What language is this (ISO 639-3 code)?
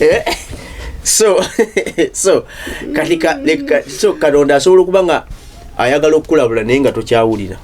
lug